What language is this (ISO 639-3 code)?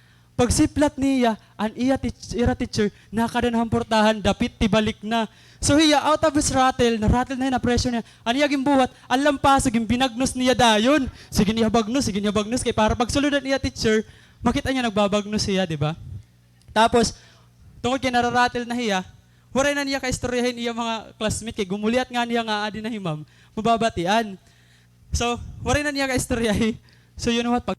war